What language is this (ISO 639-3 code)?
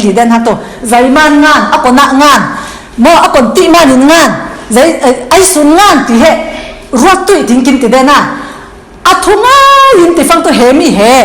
cfm